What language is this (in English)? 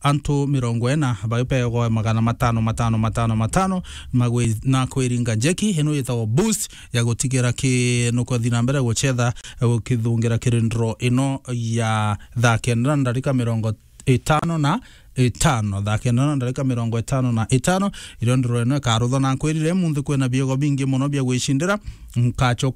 Meru